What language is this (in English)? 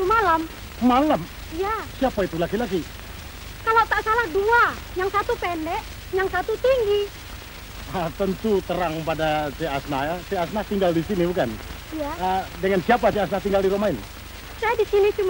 Indonesian